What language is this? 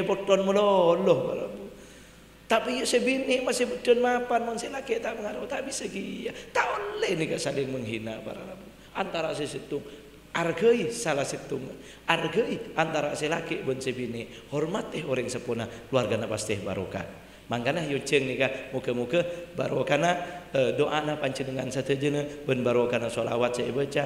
Madurese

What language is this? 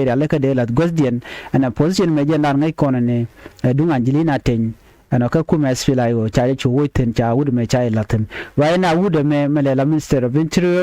Nuer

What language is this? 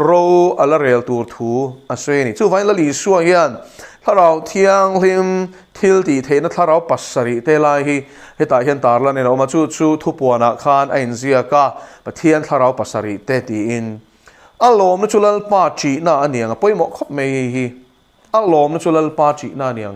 Mizo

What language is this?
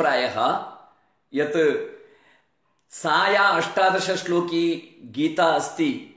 Sanskrit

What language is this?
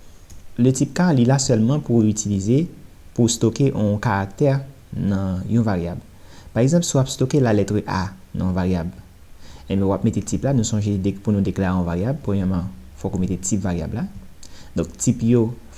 Haitian Creole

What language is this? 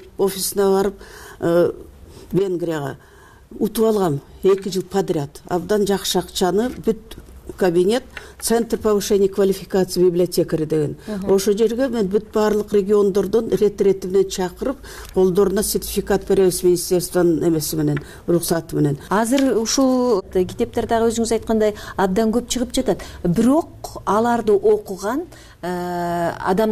Kyrgyz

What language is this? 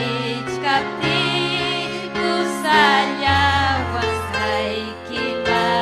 Ayacucho Quechua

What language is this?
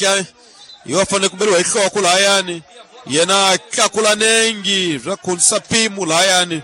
Tsonga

